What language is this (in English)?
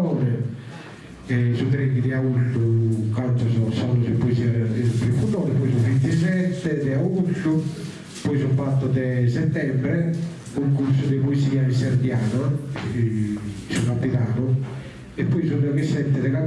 Sardinian